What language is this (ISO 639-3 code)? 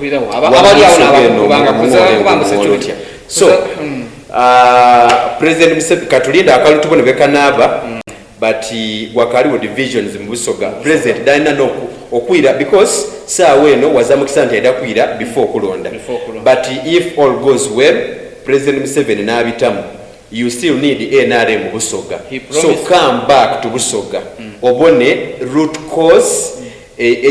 xog